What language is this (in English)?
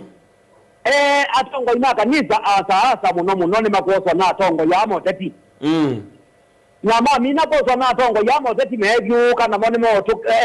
Kamba